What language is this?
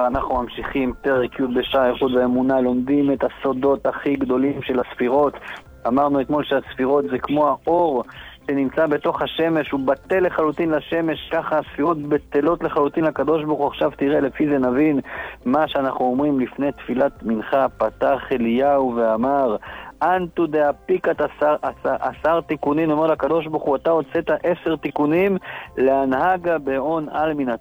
Hebrew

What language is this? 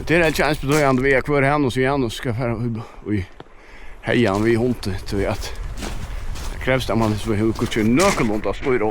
Faroese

